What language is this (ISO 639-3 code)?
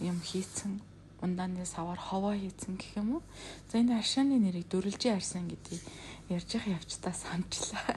mon